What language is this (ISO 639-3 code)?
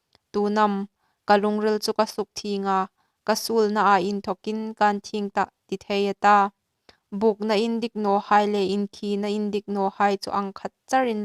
hmr